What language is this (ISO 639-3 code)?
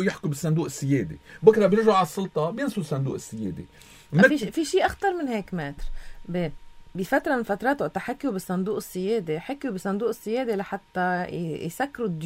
apc